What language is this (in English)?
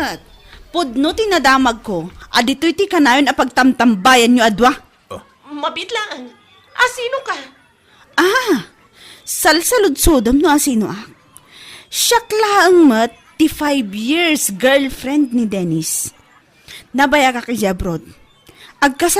Iloko